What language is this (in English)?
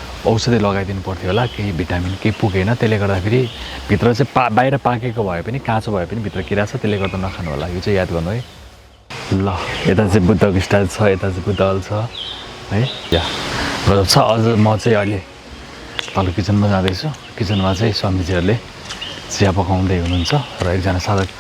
Nepali